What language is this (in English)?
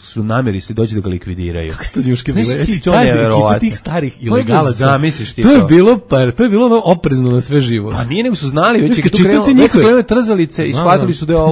Serbian